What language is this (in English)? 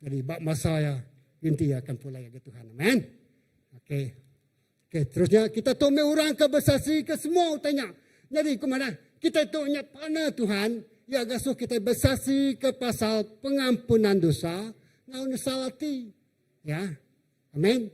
Iban